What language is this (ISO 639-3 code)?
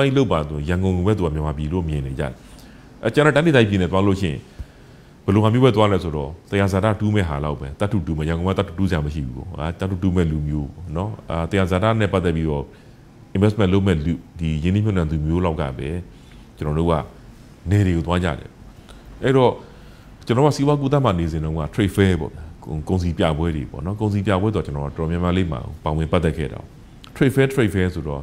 mya